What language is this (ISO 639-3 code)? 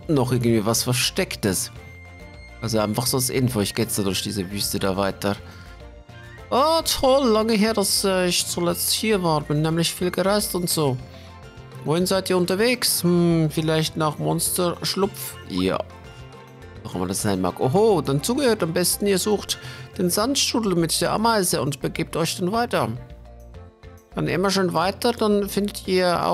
deu